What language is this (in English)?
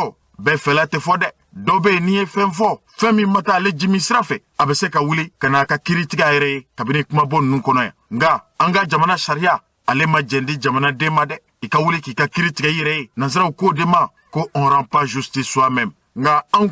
Bambara